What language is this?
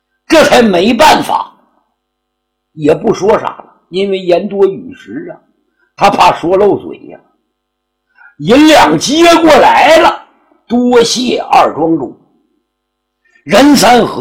Chinese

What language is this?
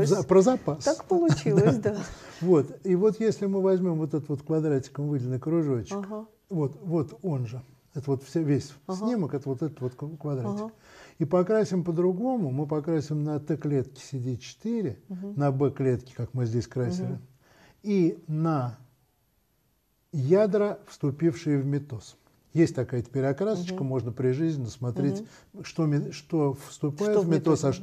Russian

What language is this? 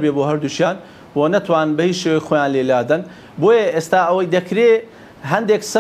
Central Kurdish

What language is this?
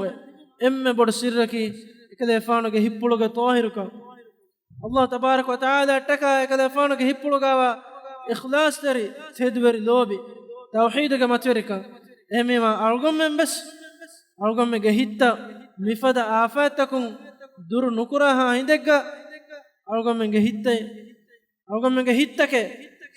Divehi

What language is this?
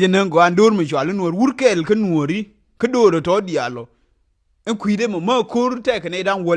Nuer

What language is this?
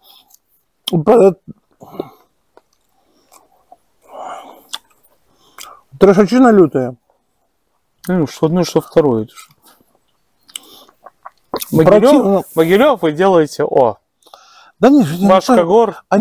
Russian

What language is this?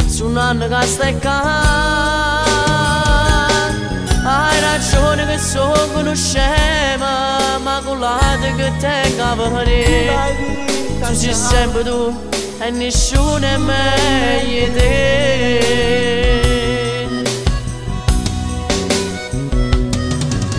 Italian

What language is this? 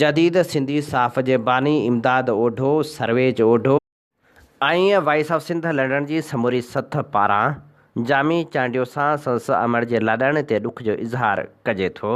Sindhi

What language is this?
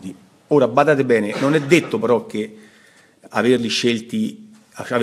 Italian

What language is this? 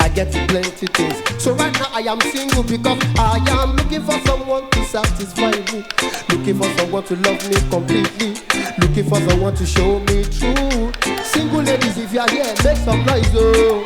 Nigerian Pidgin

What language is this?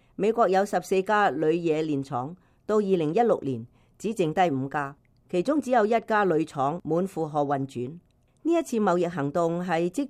Cantonese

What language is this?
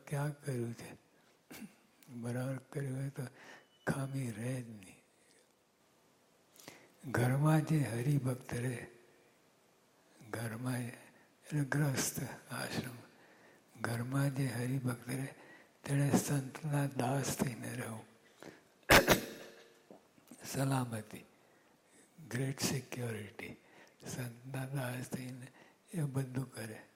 Gujarati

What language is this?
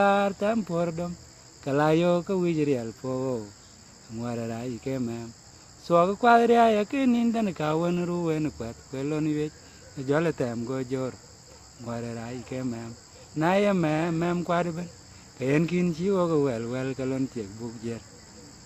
Dinka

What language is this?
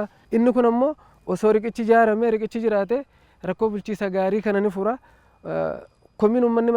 Oromo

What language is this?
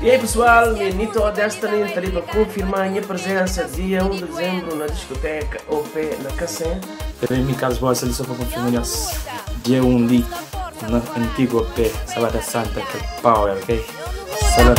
Kabuverdianu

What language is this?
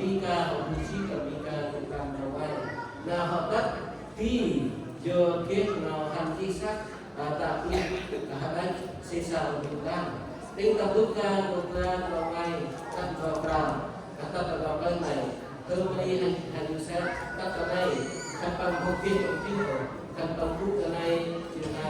Central Mnong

